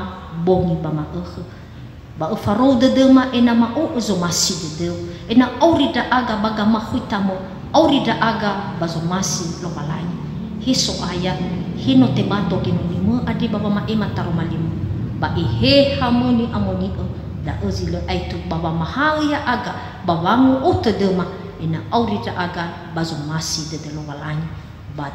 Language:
Nias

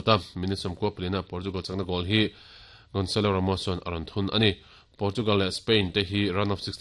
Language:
Mizo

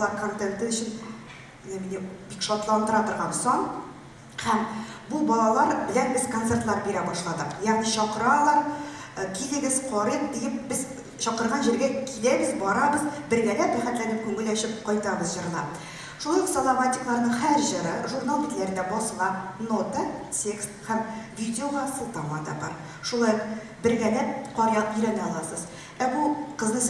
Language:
Tatar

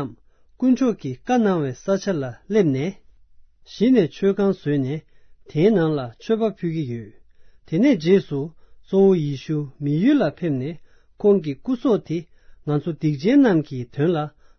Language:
Tibetan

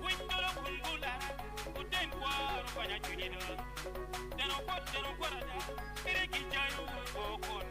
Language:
Acoli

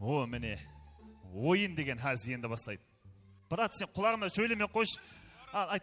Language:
Kara-Kalpak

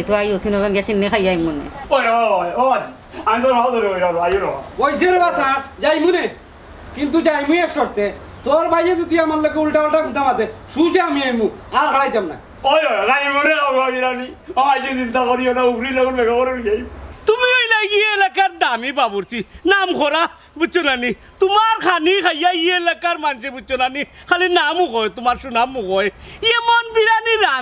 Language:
Sylheti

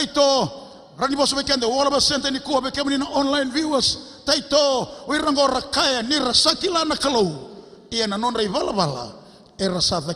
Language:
Fijian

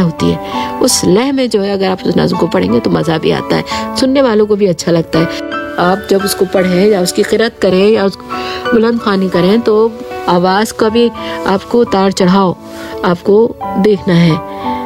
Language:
Hindi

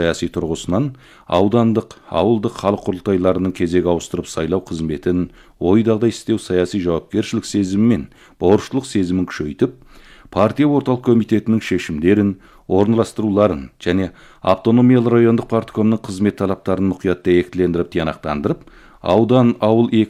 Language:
Kazakh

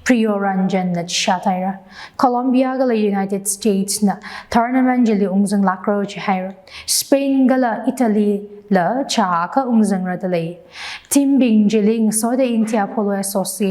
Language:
Tangkhul Naga (India)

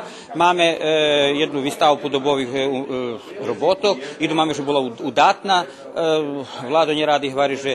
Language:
Rusyn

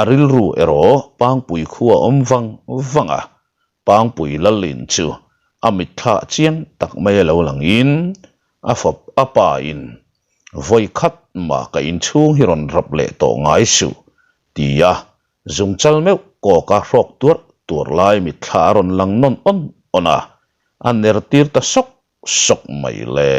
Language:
Mizo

